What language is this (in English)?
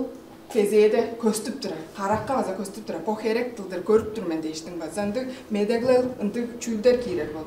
Tuvinian